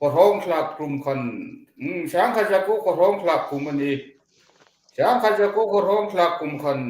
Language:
Hmar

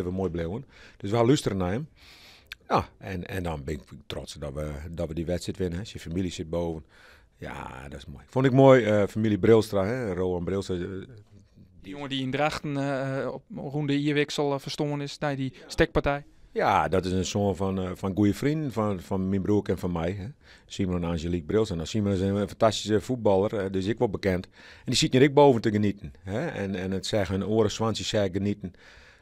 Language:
Western Frisian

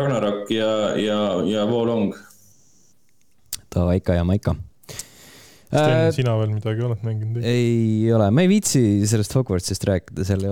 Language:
Estonian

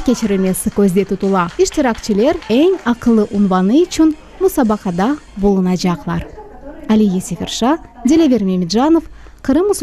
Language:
Crimean Tatar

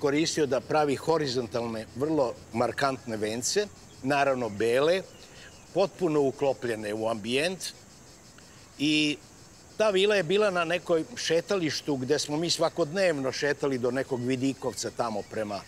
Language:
Serbian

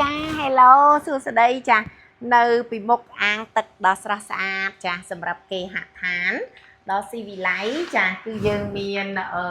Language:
Khmer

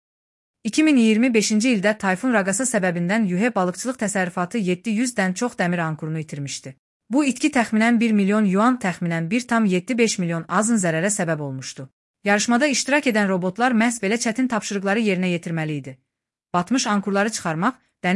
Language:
Azerbaijani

